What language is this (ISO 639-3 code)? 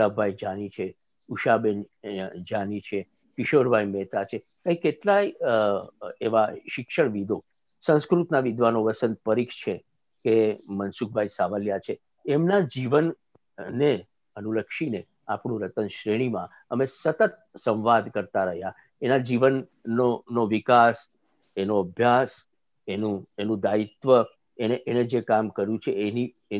guj